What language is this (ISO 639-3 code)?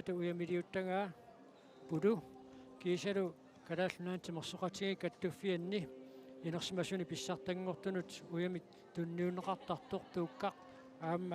kal